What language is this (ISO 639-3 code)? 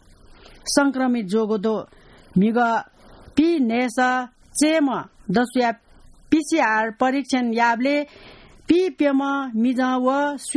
new